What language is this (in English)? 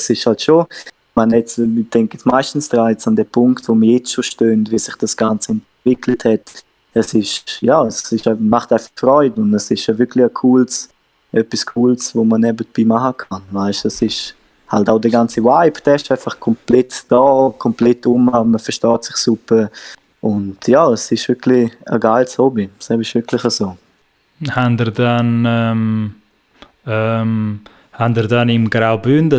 Swiss German